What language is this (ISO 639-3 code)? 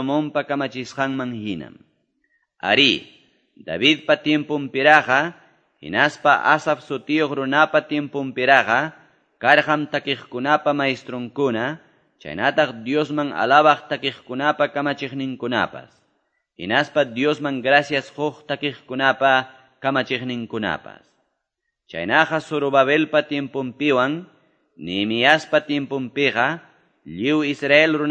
que